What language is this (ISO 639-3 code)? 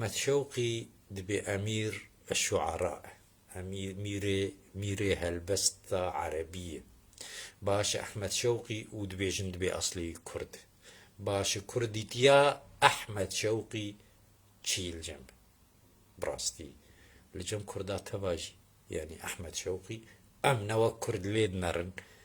kur